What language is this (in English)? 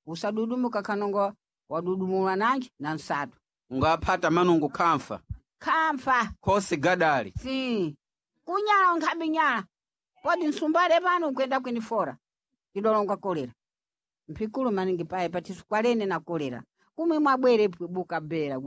Sena